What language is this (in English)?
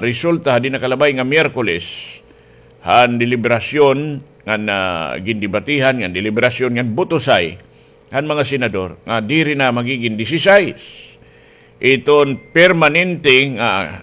Waray